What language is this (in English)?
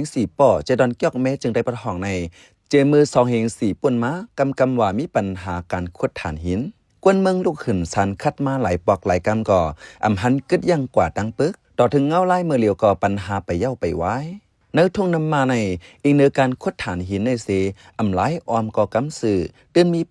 Shan